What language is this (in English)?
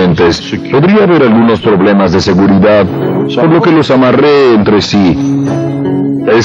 Spanish